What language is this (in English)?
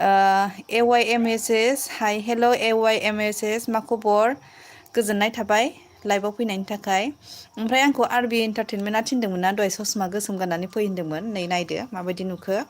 Bodo